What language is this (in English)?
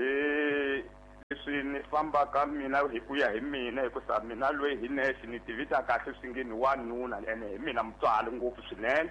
Tsonga